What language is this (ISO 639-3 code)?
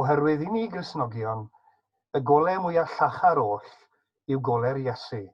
cym